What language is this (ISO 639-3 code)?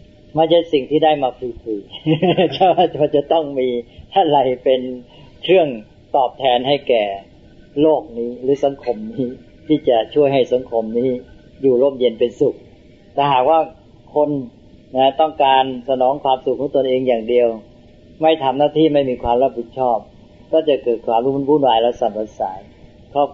tha